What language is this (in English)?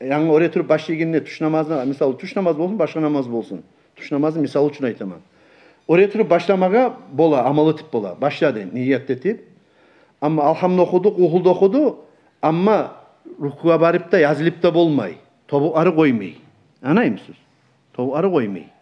Kumyk